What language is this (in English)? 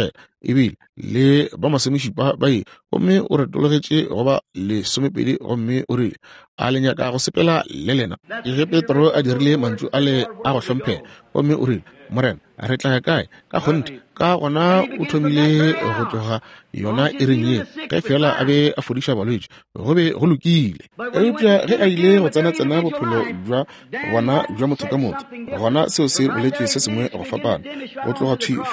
Northern Sotho